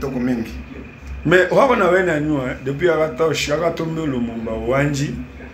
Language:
Lingala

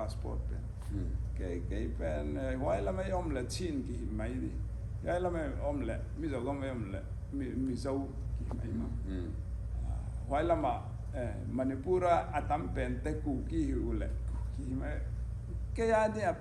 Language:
Tedim Chin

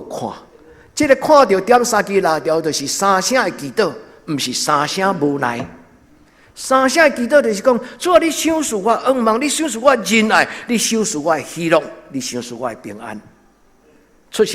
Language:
Min Nan Chinese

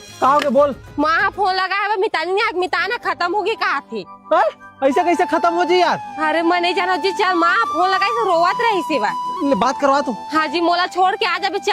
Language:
Chhattisgarhi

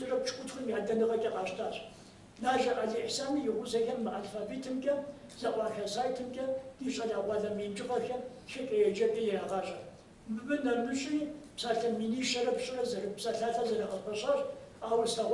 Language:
Kabardian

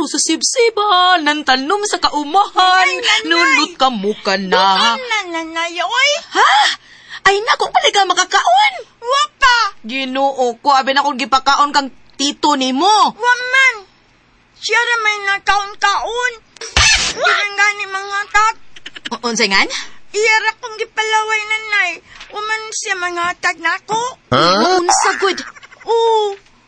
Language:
Cebuano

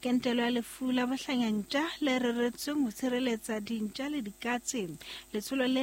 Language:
Southern Sotho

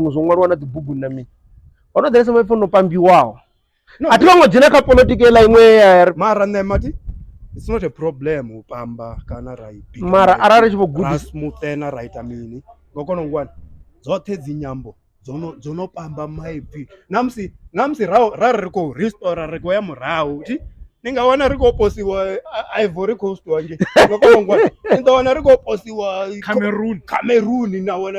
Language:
Venda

